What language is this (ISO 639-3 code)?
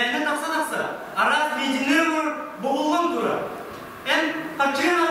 sah